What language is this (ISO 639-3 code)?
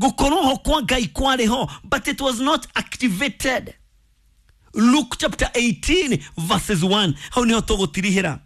kik